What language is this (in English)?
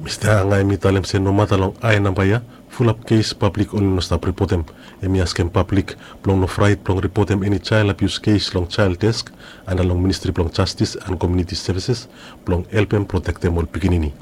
Bislama